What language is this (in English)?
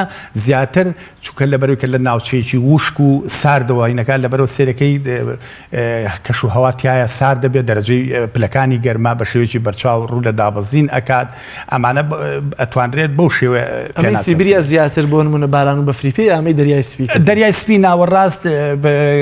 Central Kurdish